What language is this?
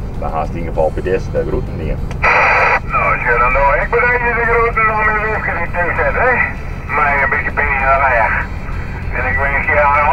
Western Frisian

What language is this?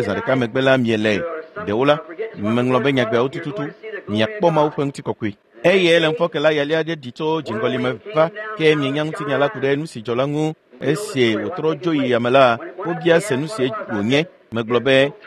Ewe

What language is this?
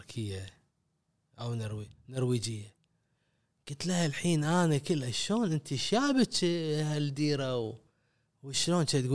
Gulf Arabic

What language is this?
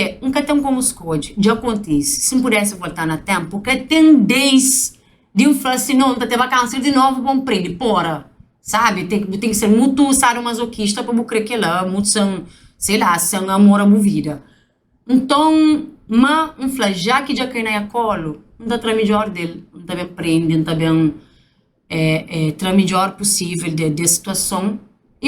Kabuverdianu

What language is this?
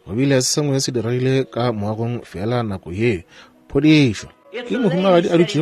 Northern Sotho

